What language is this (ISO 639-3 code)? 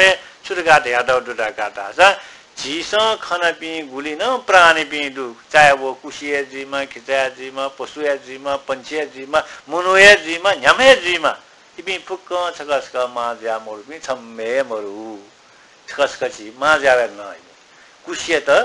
new